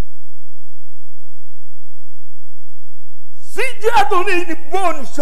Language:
Swahili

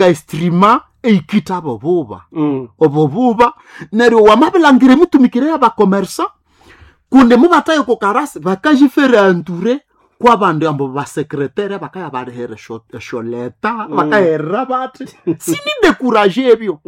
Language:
Nande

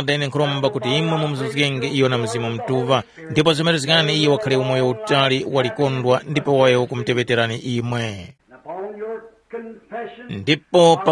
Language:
Tumbuka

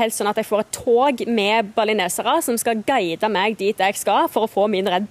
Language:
Norwegian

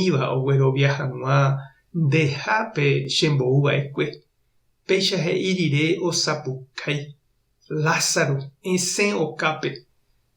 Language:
Guarani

